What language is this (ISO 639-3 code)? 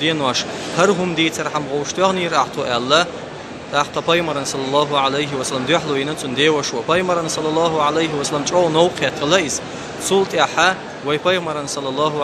che